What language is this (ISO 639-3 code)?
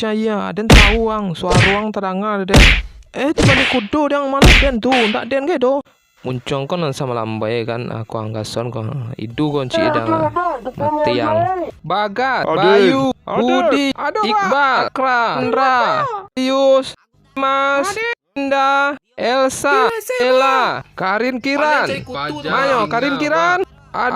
min